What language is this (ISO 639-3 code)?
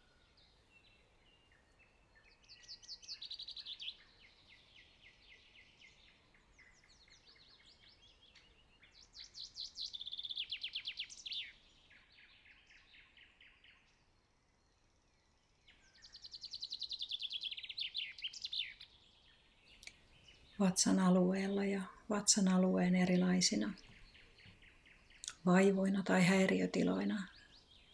fin